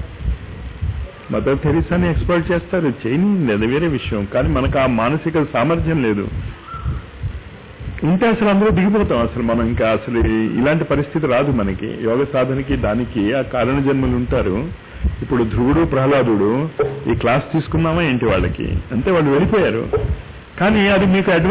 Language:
Telugu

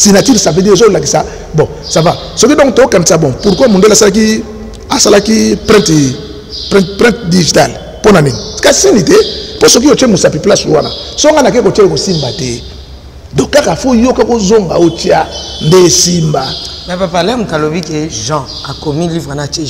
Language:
Lingala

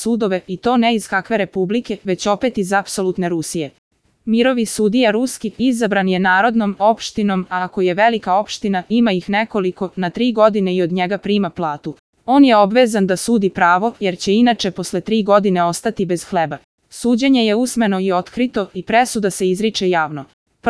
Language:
Serbian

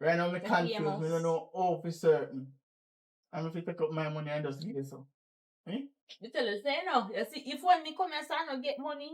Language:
Jamaican Creole English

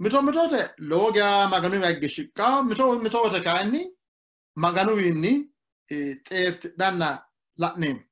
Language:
Sidamo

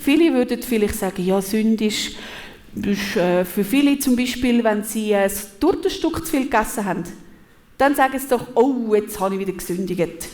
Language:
Swiss German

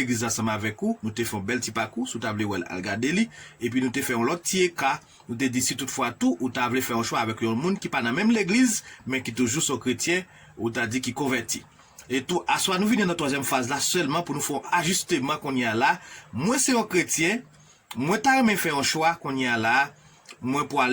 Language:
Haitian Creole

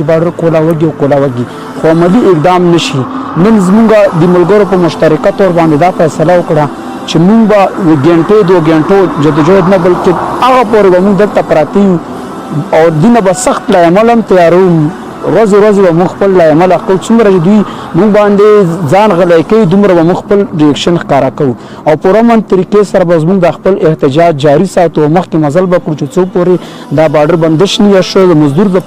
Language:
Pashto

